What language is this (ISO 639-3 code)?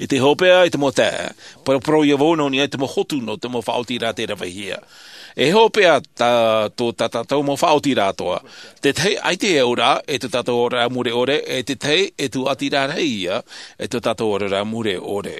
tah